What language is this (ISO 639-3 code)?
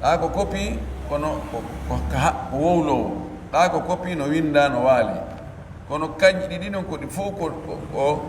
fuf